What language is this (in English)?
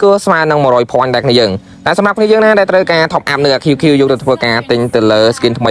Khmer